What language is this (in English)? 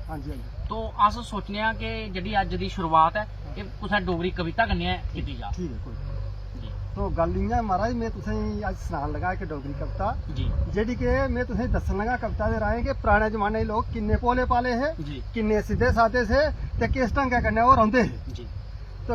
Dogri